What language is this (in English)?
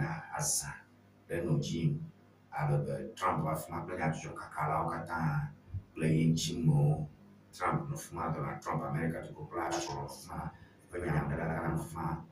Ewe